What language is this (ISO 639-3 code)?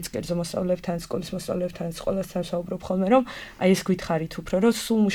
kat